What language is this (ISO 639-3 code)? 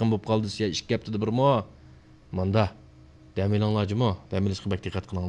uig